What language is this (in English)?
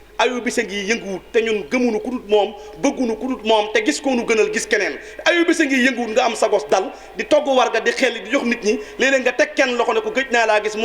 Wolof